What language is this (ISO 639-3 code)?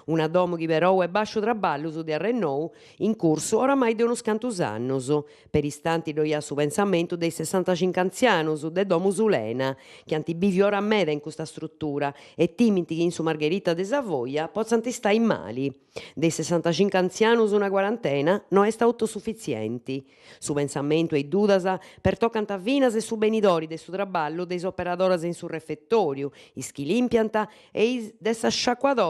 srd